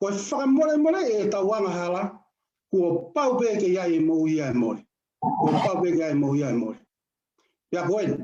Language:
Tongan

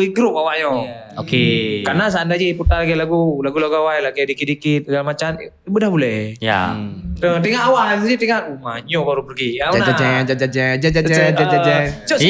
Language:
Achinese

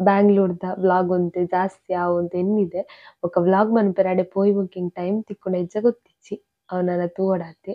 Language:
Tulu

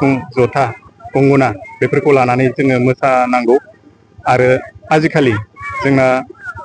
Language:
Bodo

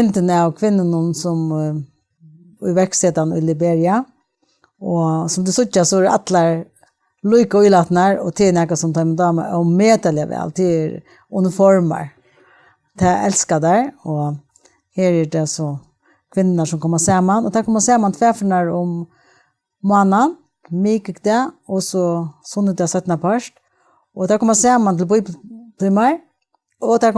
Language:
Faroese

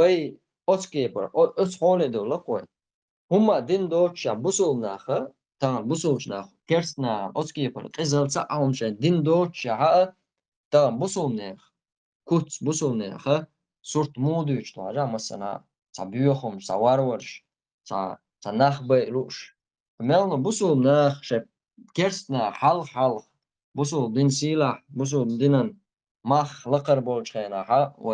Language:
Chechen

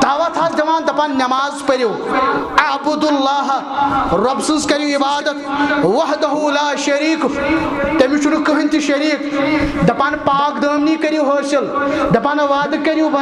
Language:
Kashmiri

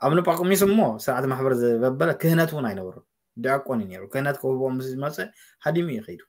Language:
Tigrinya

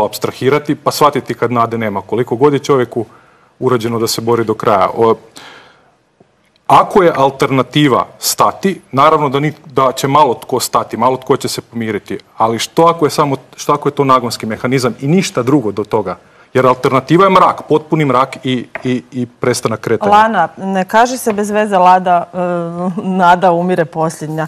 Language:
Croatian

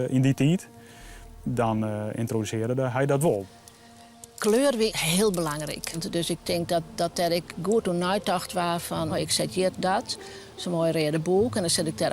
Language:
Western Frisian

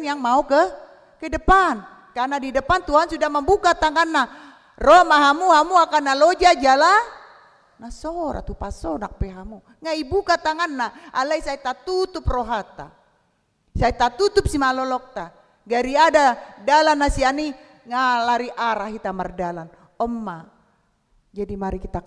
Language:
Batak Toba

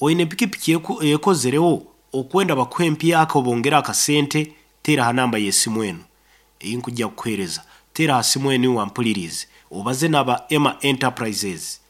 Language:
Nyankole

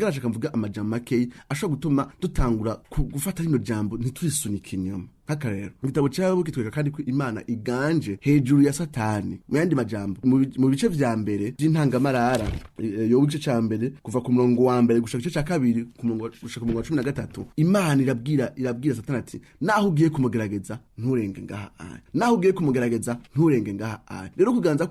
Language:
Rundi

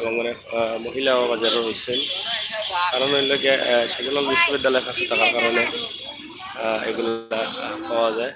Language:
Sylheti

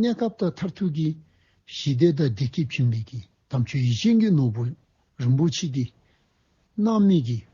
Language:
Dzongkha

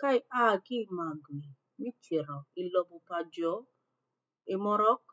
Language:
Acoli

